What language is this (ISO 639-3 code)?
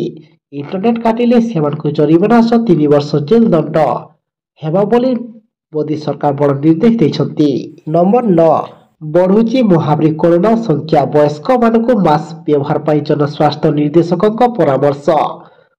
ori